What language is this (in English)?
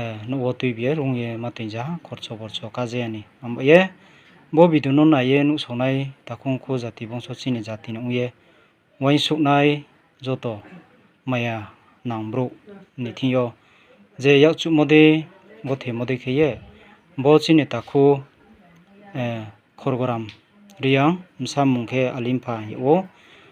Riang (India)